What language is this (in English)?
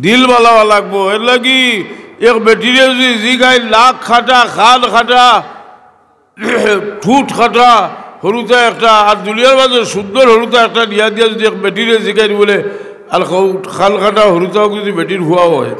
Sylheti